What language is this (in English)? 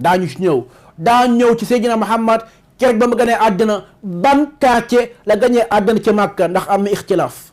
Wolof